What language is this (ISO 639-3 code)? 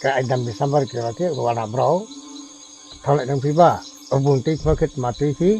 ria